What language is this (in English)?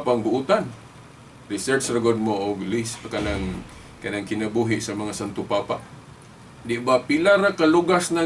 Cebuano